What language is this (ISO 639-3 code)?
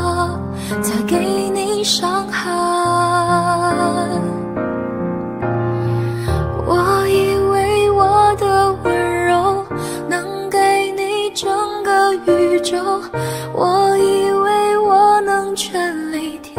zho